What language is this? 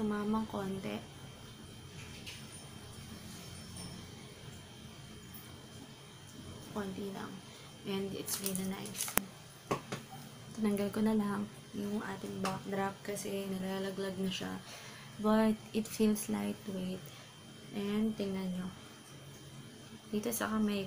Filipino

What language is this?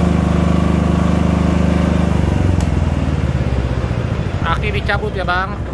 Indonesian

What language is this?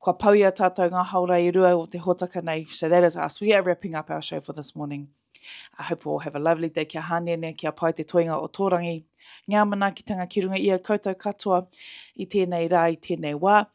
Māori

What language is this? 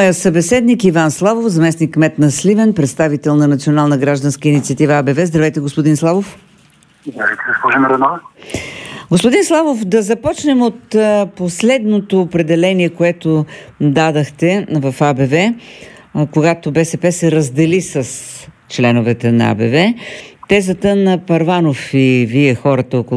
Bulgarian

